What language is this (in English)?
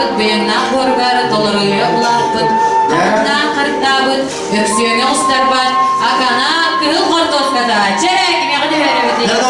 Yakut